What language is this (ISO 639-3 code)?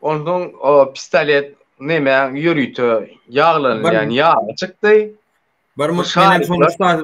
tuk